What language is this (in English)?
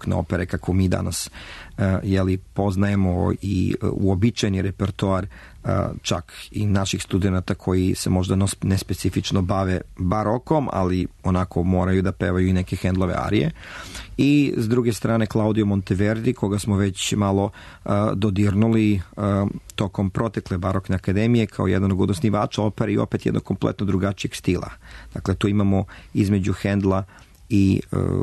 Serbian